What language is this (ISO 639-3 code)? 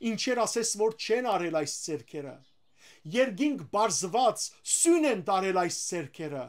hyw